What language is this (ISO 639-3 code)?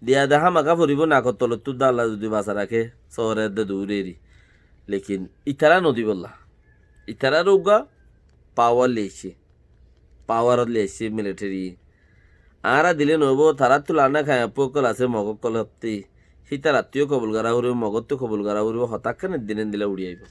rhg